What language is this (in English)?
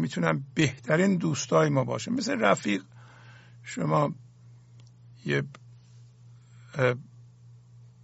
Persian